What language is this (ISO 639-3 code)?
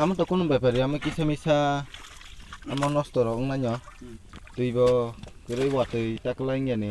trp